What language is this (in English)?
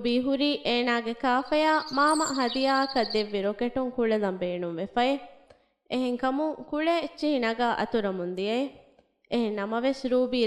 Divehi